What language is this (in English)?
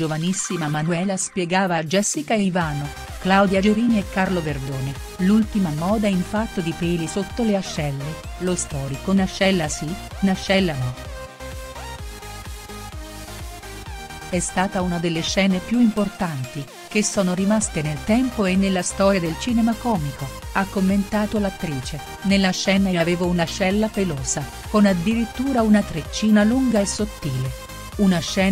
Italian